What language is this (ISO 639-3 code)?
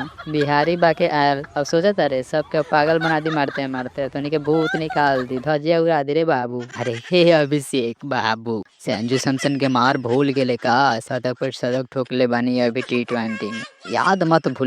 bho